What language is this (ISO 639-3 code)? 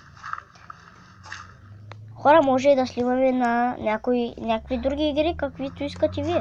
bul